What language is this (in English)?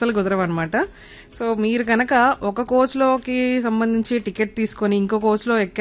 Telugu